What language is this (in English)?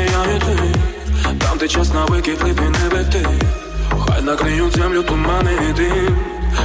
Ukrainian